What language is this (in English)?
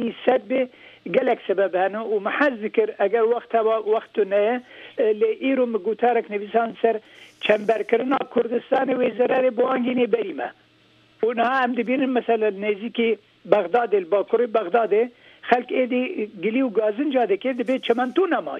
Kurdish